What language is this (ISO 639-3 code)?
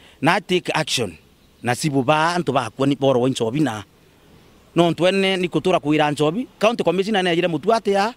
mer